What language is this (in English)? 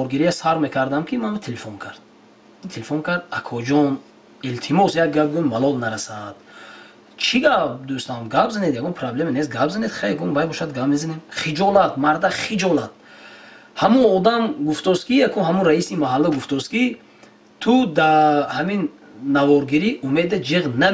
Tajik